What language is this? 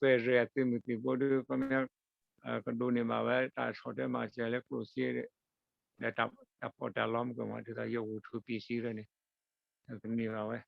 S'gaw Karen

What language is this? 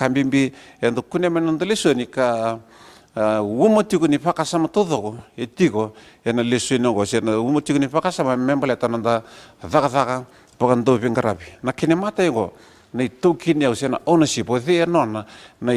Fijian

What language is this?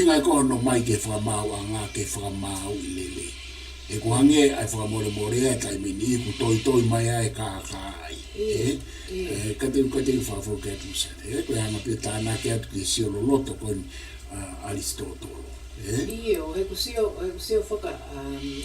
Tongan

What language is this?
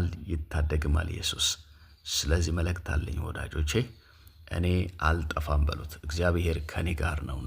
Amharic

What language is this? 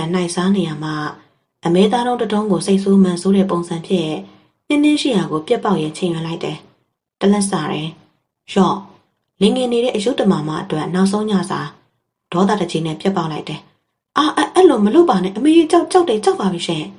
Burmese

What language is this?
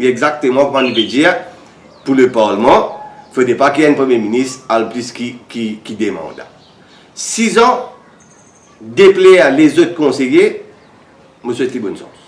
Morisyen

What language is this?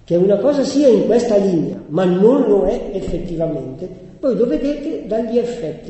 Italian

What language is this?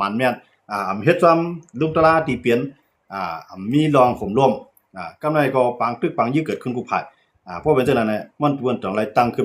Shan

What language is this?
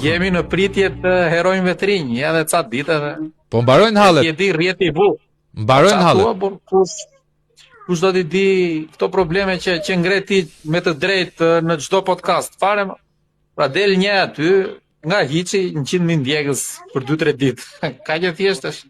Albanian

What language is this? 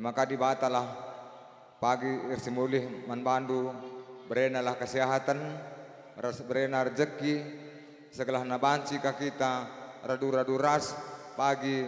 Batak Karo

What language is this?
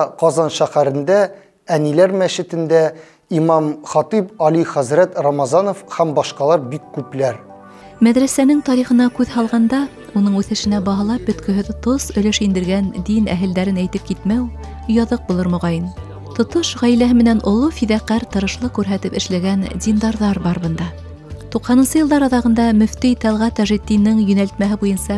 Bashkir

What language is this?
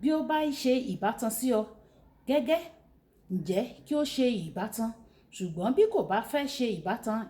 Yoruba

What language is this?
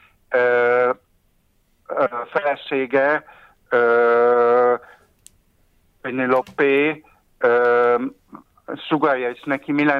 Hungarian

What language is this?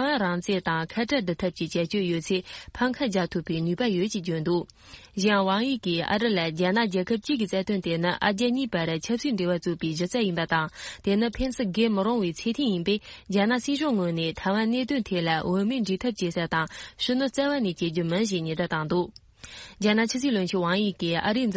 Tibetan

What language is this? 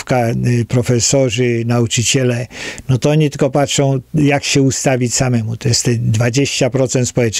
Polish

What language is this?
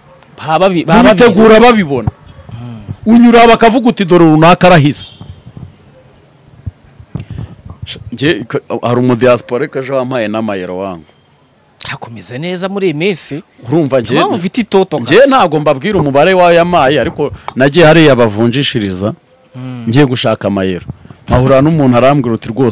Kinyarwanda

